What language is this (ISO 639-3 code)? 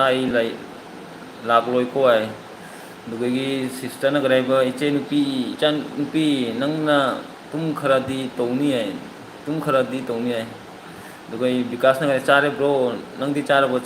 mni